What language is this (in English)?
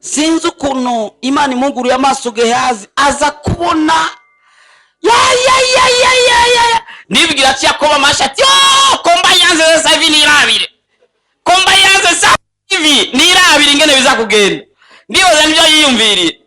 Rundi